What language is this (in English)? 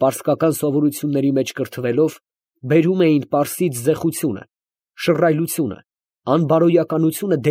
Armenian